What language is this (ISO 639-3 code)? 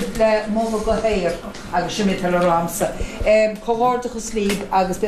gle